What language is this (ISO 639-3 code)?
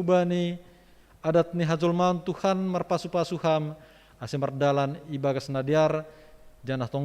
bts